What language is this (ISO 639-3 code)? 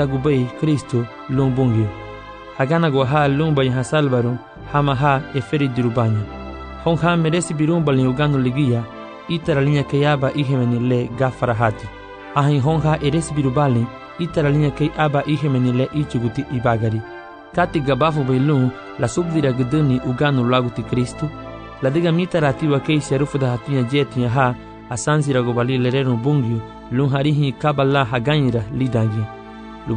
cab